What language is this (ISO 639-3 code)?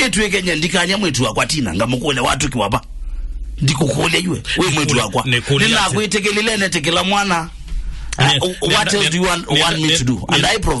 kam